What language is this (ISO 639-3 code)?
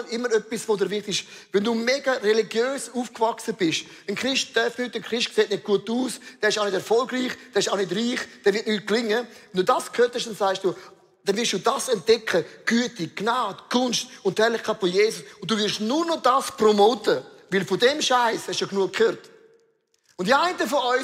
gsw